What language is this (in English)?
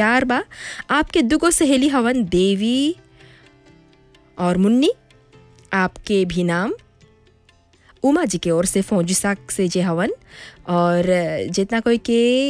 Bhojpuri